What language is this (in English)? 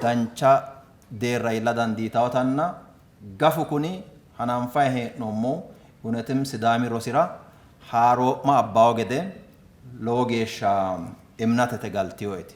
Sidamo